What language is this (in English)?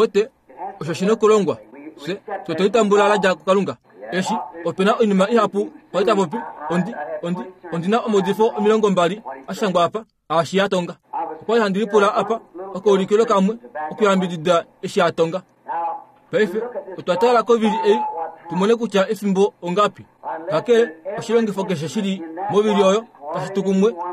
Kuanyama